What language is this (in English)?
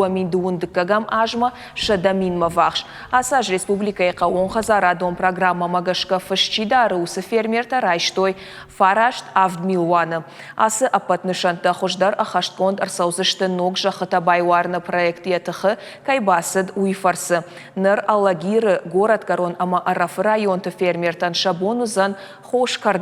Ossetic